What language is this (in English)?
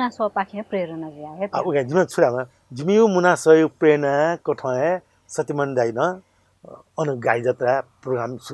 Newari